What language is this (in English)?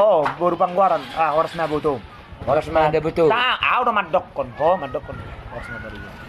Batak Toba